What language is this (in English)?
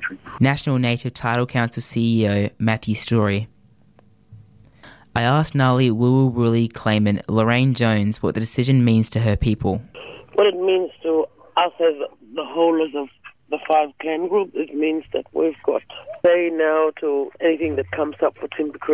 English